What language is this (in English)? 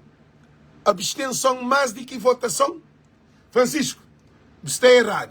Kabuverdianu